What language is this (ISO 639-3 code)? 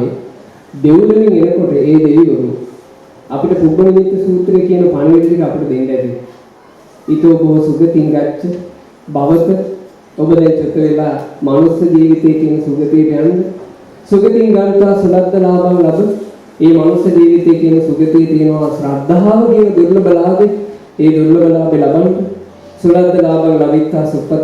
sin